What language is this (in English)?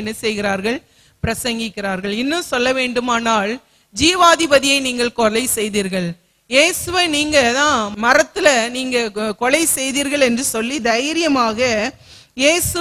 Tamil